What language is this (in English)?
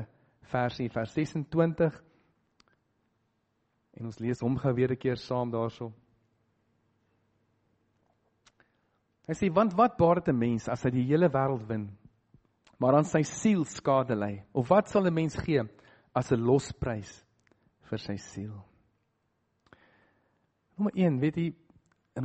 Afrikaans